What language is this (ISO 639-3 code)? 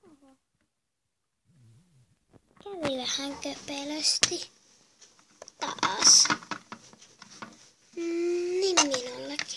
fin